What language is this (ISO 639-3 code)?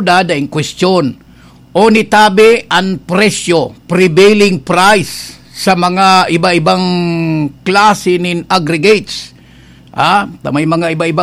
bik